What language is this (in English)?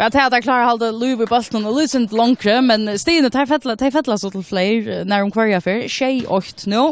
Faroese